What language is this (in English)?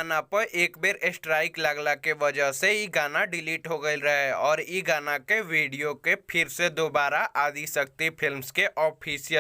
Bhojpuri